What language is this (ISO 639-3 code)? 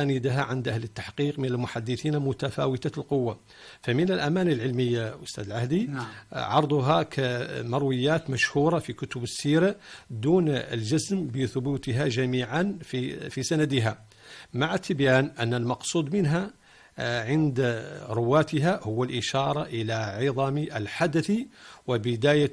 ara